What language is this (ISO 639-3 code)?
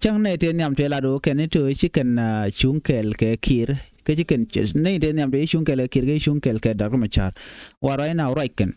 nus